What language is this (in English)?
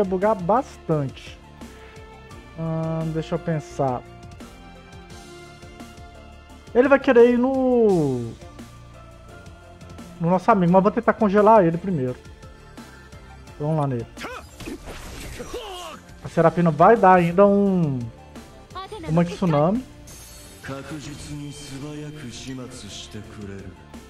Portuguese